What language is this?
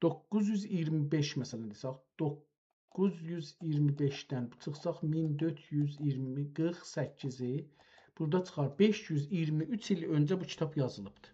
South Azerbaijani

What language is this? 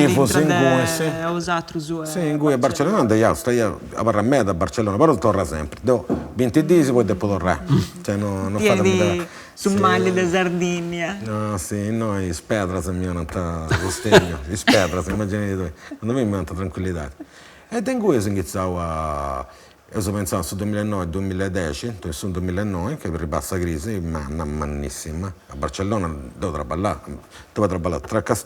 Sardinian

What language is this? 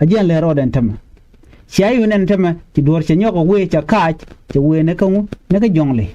Nuer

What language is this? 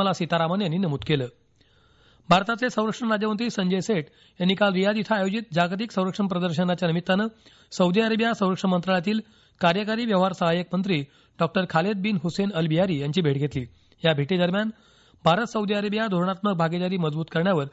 Marathi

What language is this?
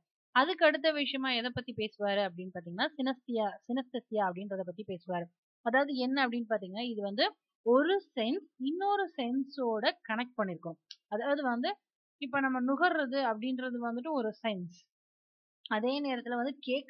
Tamil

